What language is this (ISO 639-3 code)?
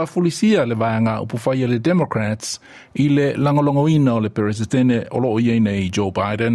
smo